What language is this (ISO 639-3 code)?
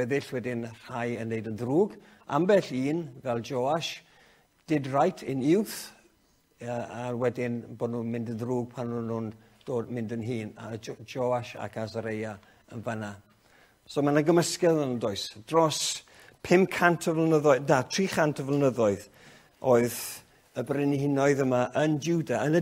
cym